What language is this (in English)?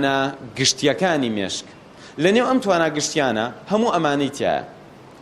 Central Kurdish